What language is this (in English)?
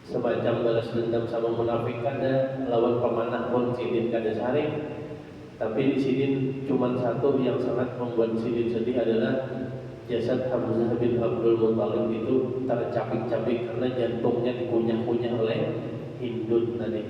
Banjar